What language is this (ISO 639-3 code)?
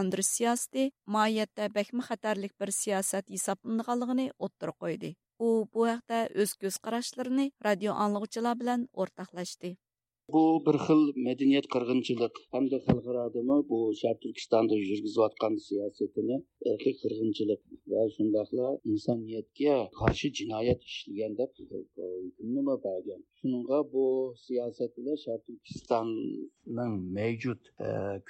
uig